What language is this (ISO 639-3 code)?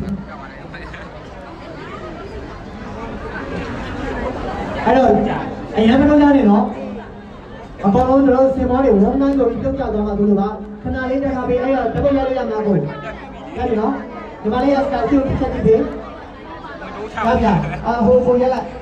mya